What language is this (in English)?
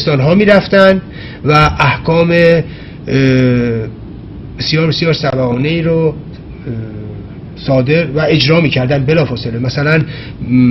Persian